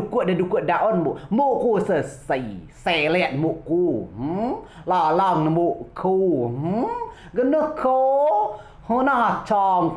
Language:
Rejang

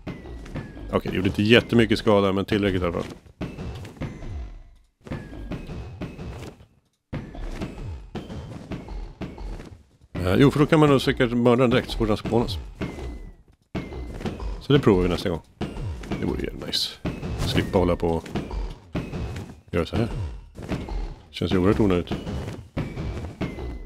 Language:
Swedish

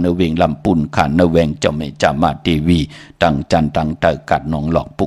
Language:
Shan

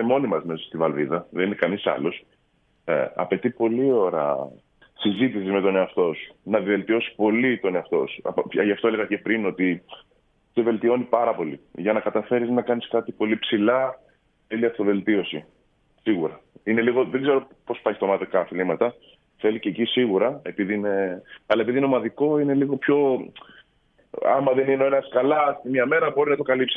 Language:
Greek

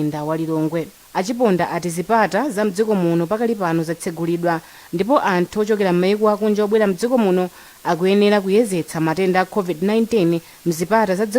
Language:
Nyanja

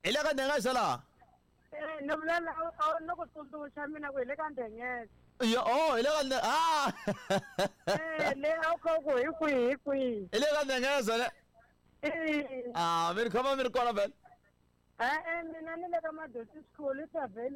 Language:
Tsonga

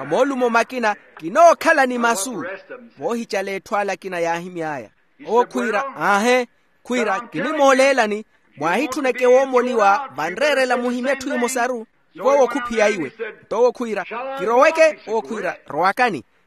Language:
Makhuwa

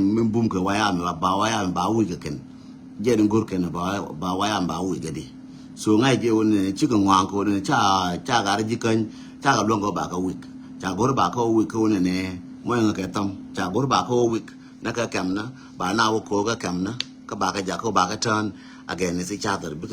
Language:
Nuer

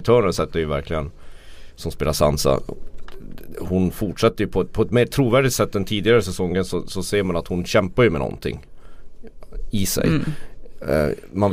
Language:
Swedish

